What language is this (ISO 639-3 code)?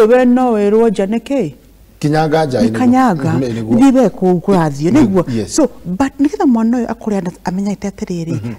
kik